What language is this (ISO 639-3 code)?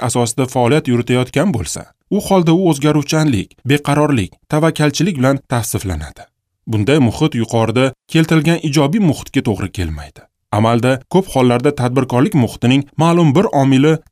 uzb